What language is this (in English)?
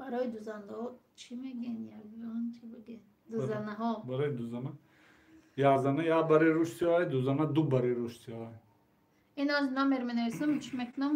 Tajik